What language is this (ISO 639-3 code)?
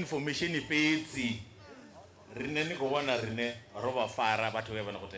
ven